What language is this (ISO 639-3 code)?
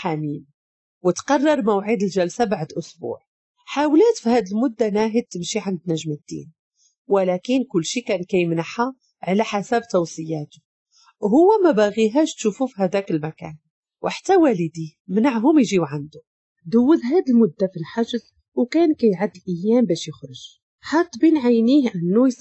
ary